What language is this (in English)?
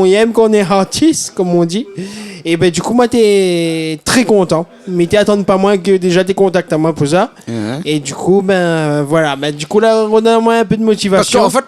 Réunion Creole French